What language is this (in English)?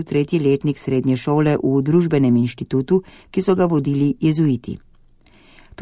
Slovenian